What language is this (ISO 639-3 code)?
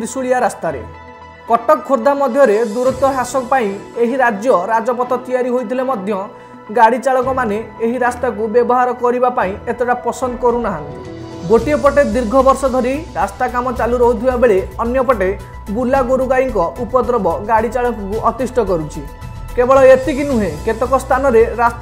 ori